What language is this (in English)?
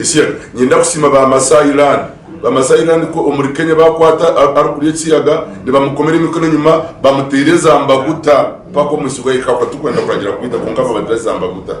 Nyankole